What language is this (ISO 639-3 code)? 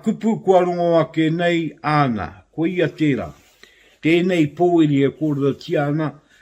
mri